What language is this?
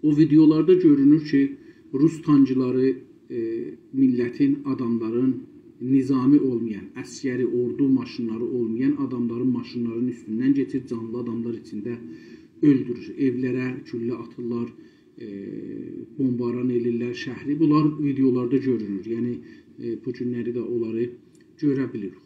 South Azerbaijani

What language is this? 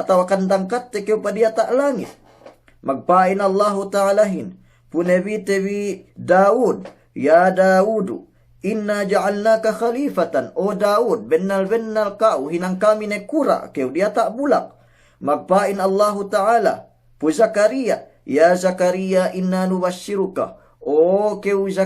Yakan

